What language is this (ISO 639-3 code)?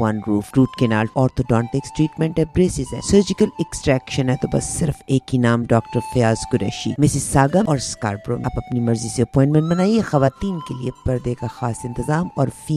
urd